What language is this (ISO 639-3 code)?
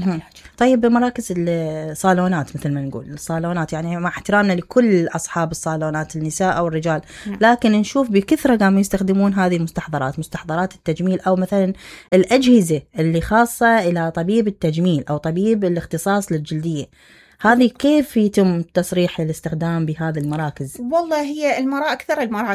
acm